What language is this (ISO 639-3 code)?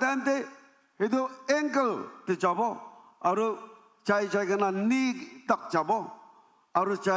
nag